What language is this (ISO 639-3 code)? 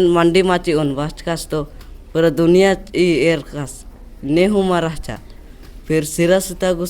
kru